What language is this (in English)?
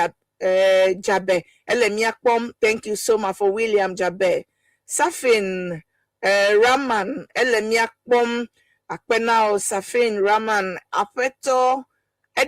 Ewe